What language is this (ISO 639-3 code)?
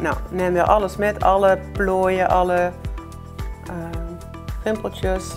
lim